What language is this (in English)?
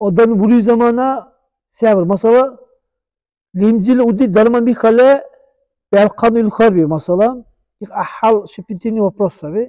Dargwa